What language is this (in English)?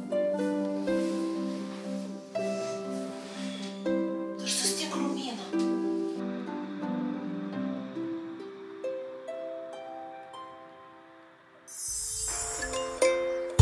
Romanian